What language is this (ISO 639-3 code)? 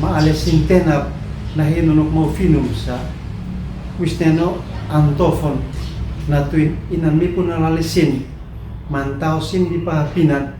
aoz